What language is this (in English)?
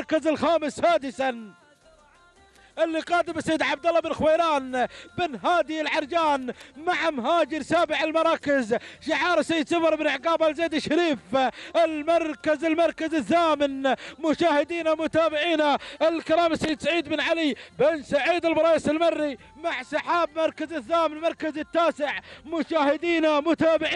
Gulf Arabic